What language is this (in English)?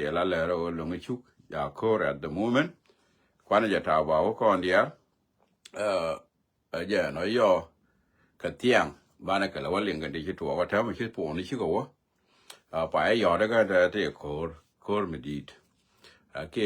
Nuer